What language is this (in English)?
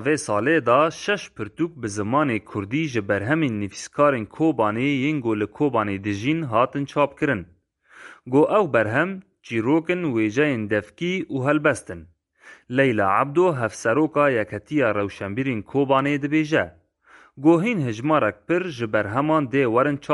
Kurdish